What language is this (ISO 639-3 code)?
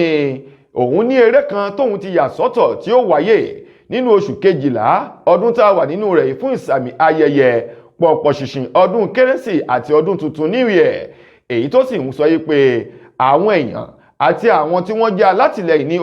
yor